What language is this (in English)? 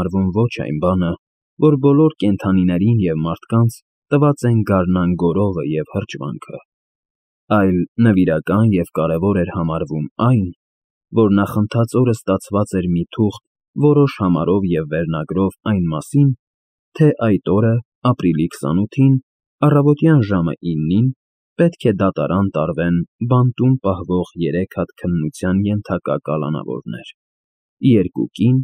Armenian